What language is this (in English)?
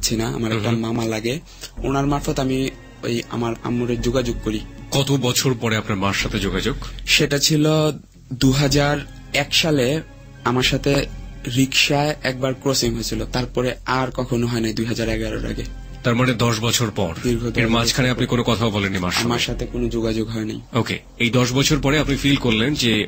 Bangla